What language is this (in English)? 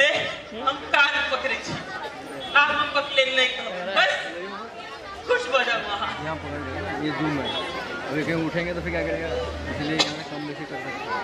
Maithili